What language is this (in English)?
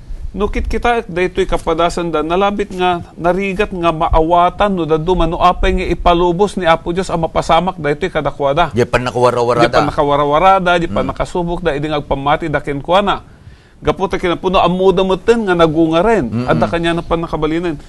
Iloko